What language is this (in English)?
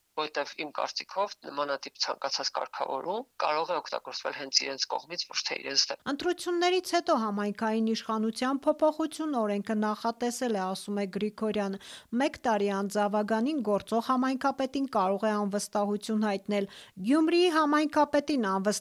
Armenian